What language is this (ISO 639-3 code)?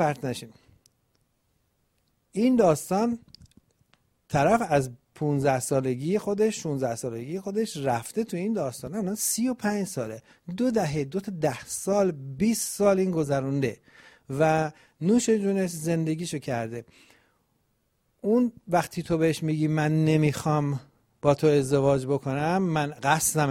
fas